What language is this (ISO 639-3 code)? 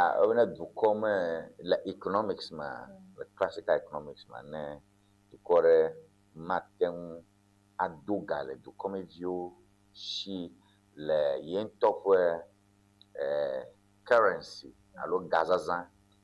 ewe